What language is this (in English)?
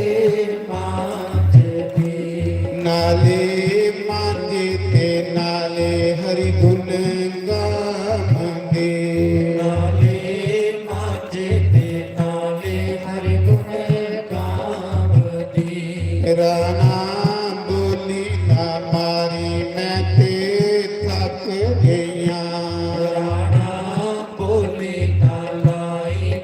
Dogri